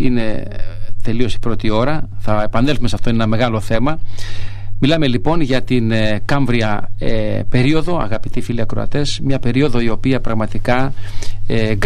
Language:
Greek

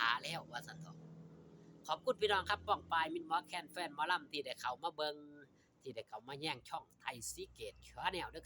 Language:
Northeastern Thai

